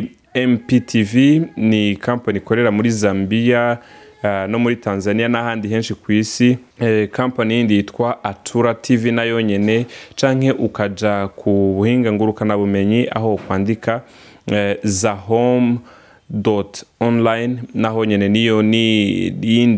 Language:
Rundi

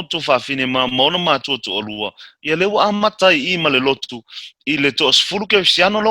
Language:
Samoan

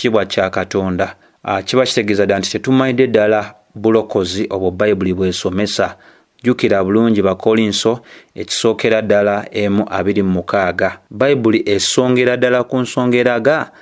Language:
Ganda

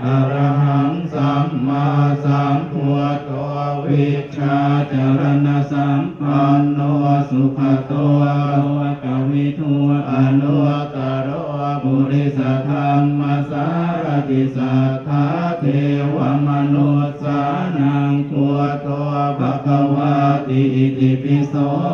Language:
Pali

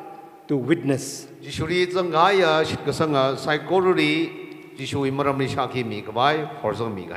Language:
Tangkhul Naga (India)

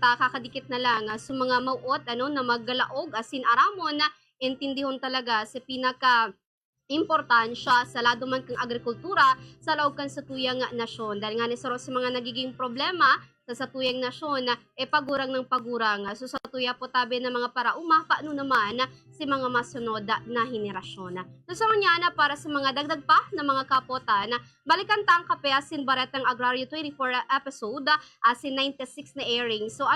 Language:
Bikol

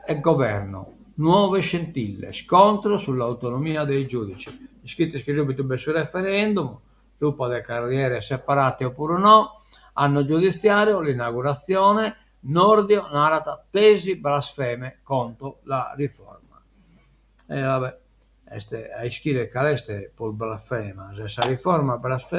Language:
Sardinian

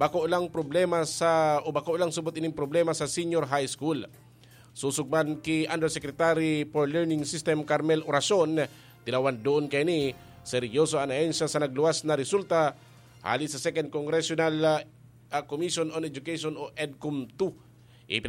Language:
Bikol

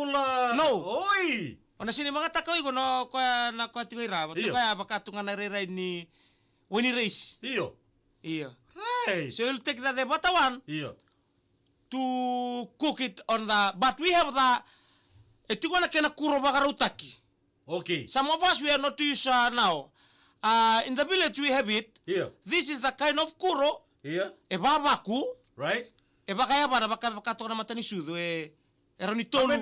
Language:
Fijian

